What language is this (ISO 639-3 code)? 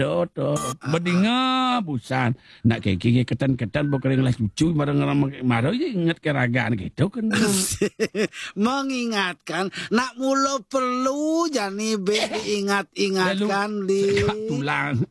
ban